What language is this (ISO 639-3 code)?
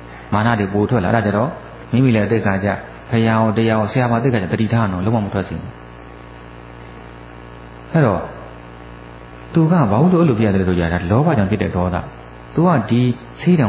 mya